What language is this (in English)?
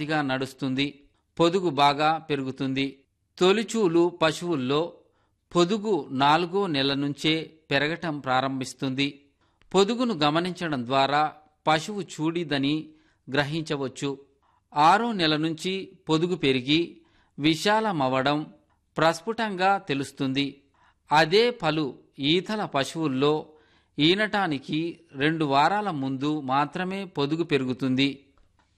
Telugu